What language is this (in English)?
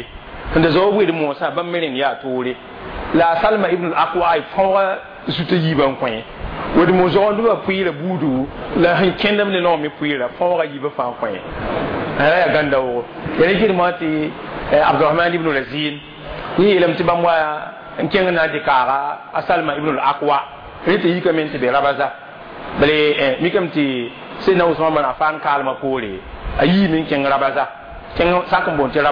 Mossi